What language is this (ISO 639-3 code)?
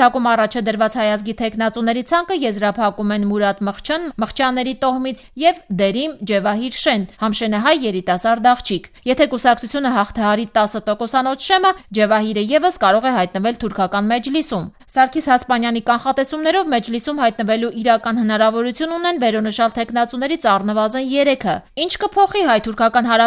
hye